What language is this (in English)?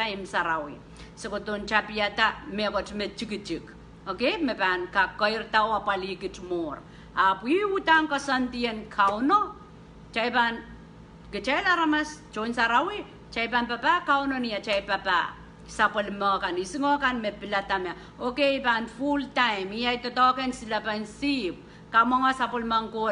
Pohnpeian